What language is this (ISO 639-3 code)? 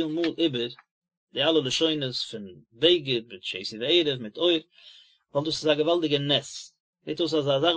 yid